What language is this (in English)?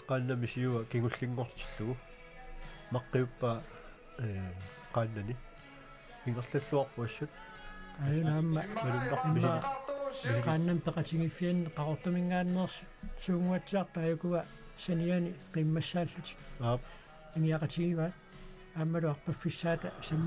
Kalaallisut